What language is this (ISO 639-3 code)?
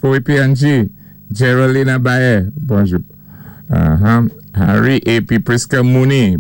acf